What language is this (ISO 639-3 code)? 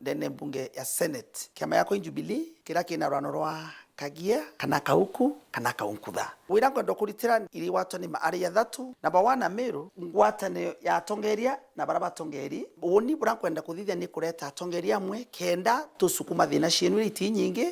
mer